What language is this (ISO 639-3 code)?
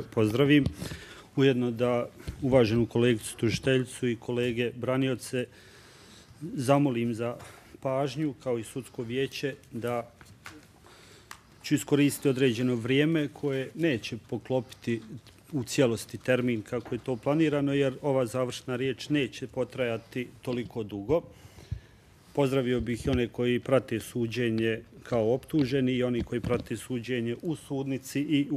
bos